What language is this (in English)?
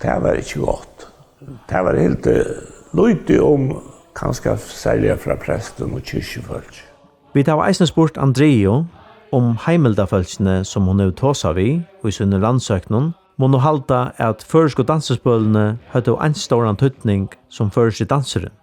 Faroese